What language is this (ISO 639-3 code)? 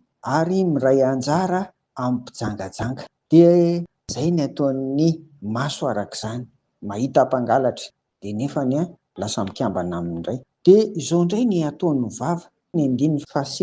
mlg